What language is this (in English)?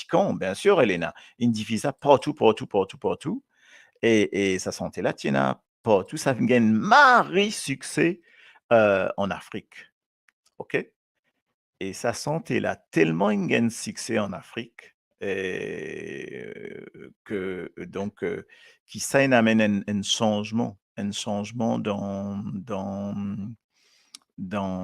Morisyen